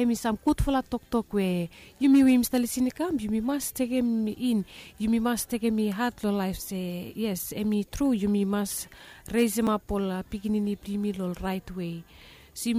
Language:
Bislama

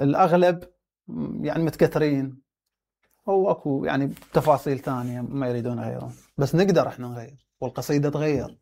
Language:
Mesopotamian Arabic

